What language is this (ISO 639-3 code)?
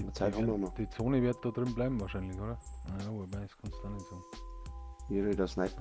bar